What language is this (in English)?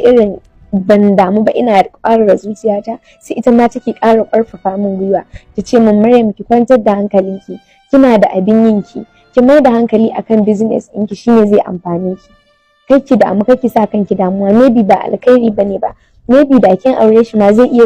Hausa